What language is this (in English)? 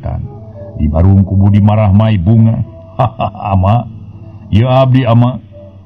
Sundanese